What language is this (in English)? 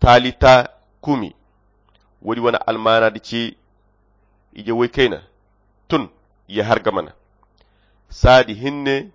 Koyra Chiini